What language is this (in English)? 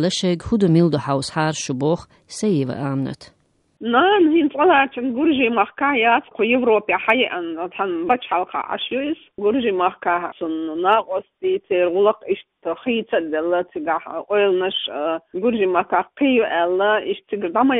Chechen